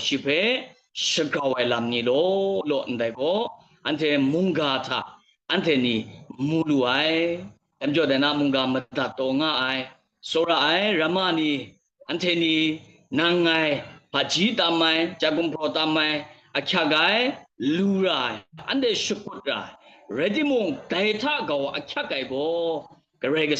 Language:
Kachin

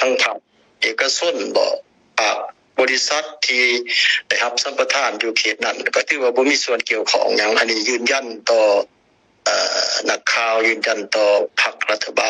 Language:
Lao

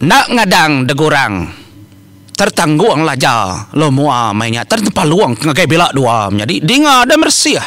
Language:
Iban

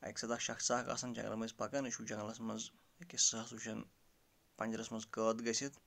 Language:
Kashmiri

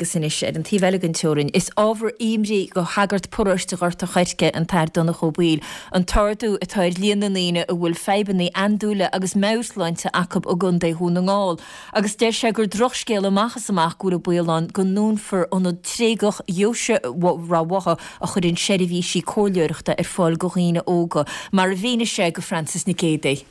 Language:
Irish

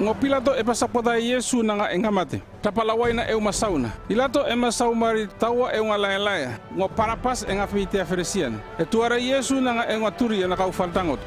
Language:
North Efate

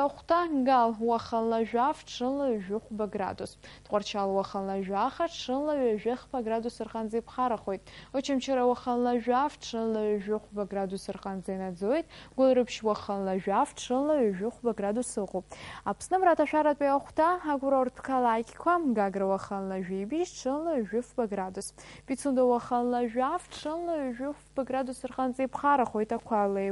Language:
Abkhazian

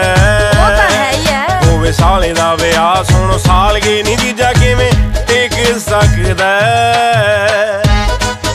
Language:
Punjabi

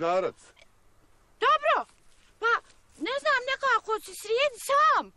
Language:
Bosnian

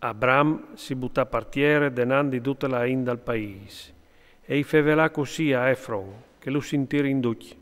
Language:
Friulian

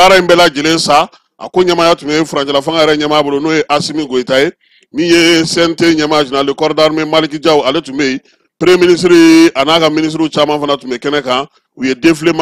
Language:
Bambara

